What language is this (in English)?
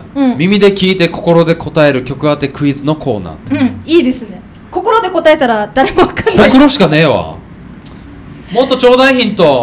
Japanese